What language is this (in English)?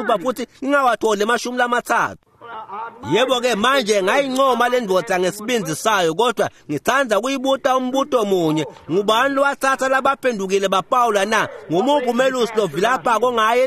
Swati